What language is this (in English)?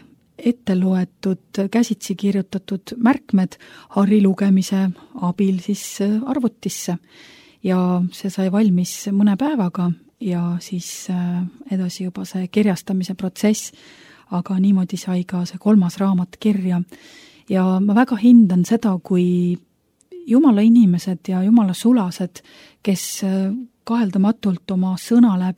Estonian